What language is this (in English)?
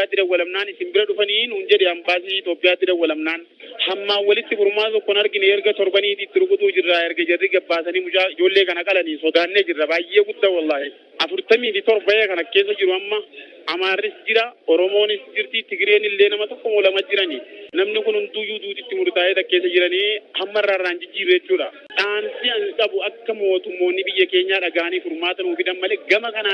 Oromo